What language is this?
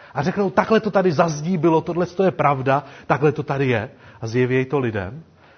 Czech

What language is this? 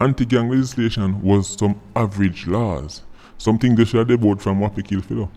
Jamaican Creole English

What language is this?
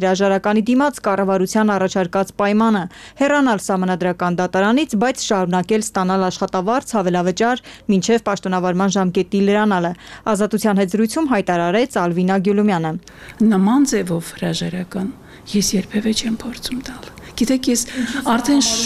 Armenian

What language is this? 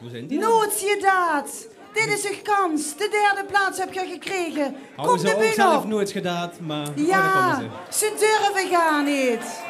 Limburgish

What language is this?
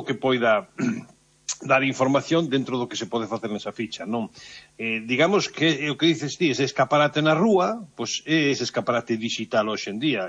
Galician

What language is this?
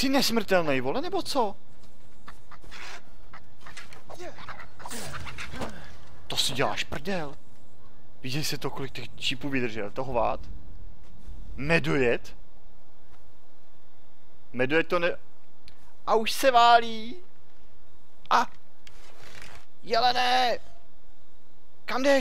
Czech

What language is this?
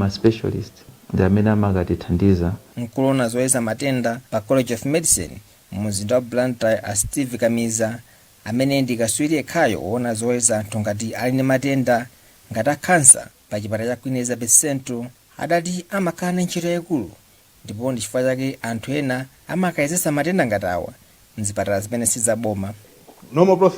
Nyanja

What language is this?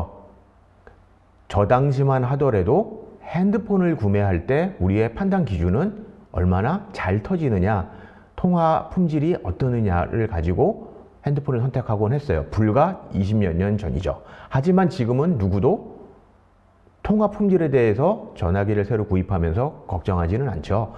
Korean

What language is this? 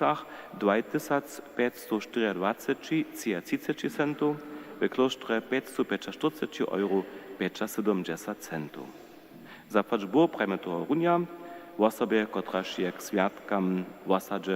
Upper Sorbian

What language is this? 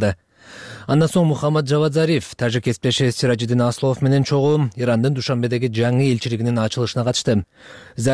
Kyrgyz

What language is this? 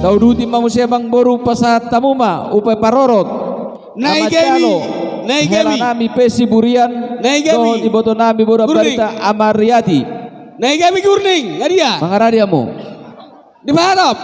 Batak Toba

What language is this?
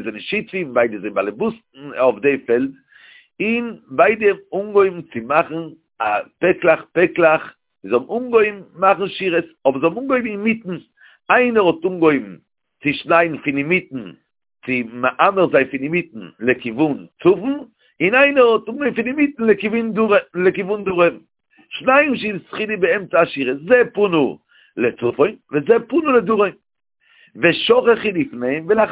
Yiddish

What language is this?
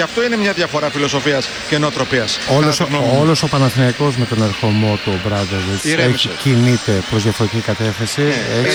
Greek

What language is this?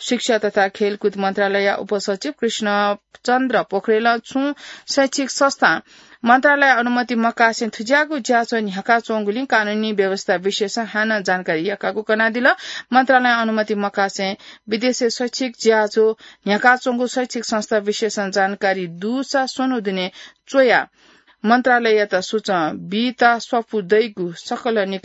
Newari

